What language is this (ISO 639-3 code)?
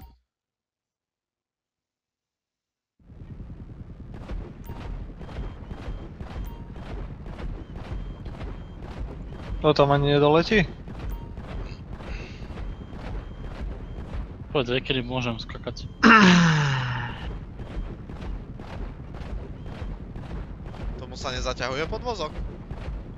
slk